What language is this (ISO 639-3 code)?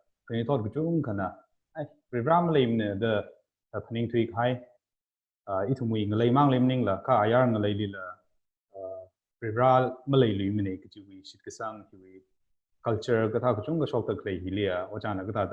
nmf